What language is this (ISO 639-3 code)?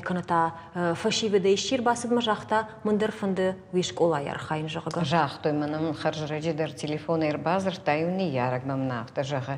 oss